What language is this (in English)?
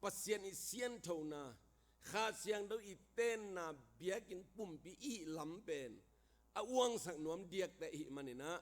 Tedim Chin